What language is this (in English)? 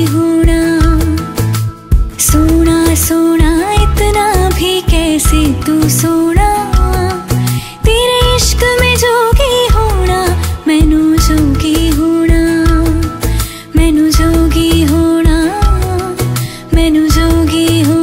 Hindi